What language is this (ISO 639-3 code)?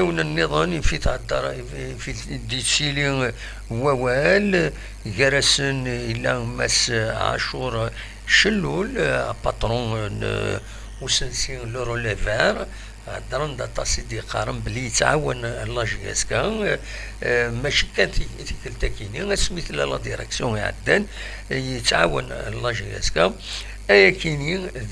kab